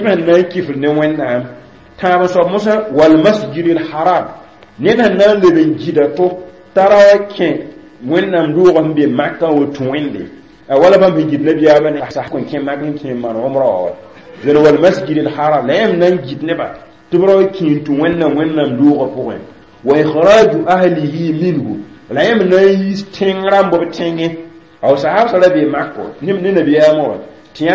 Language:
Mossi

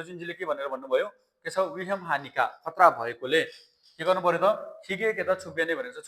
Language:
Nepali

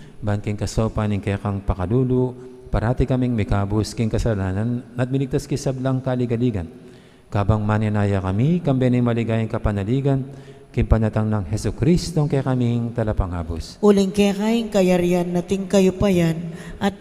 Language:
Pampanga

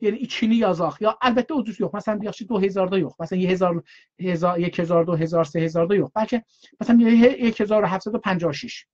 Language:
South Azerbaijani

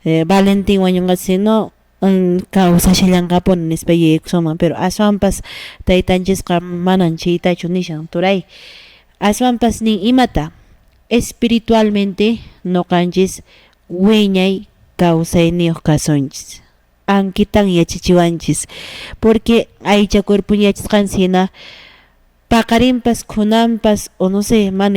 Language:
Quechua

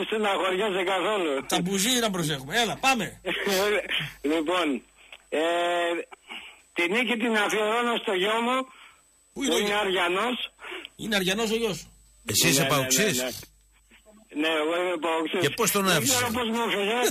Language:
Greek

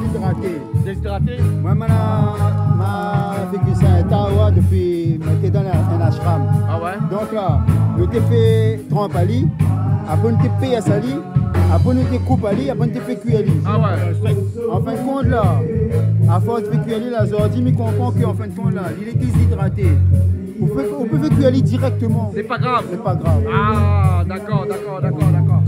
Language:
Réunion Creole French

